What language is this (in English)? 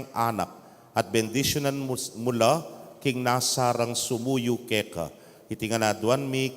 Pampanga